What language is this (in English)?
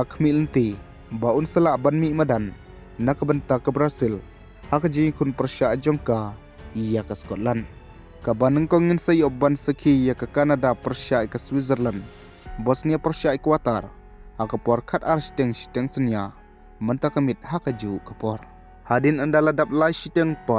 Khasi